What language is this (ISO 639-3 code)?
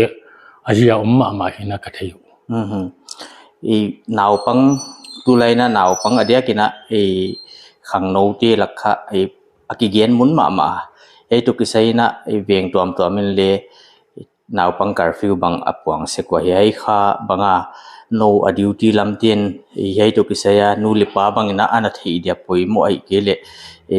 pck